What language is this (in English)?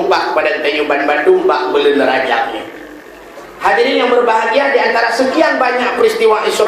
Achinese